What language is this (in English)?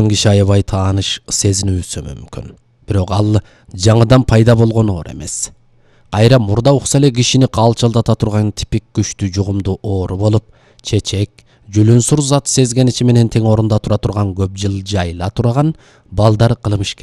Kyrgyz